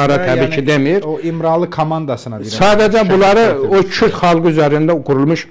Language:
Azerbaijani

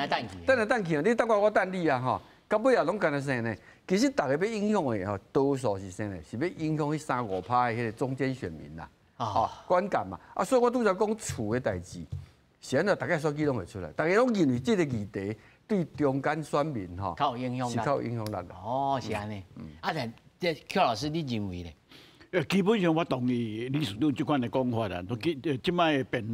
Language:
Min Nan Chinese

